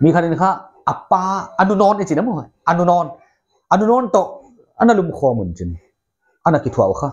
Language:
Paite Chin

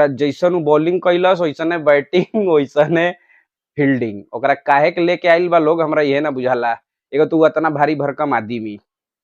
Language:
Bhojpuri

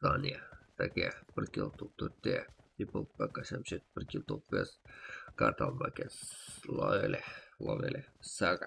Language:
Kara-Kalpak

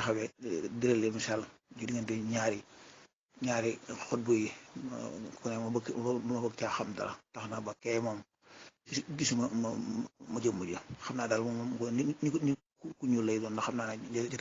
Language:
Wolof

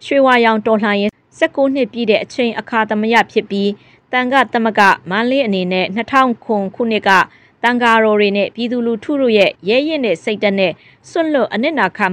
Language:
Burmese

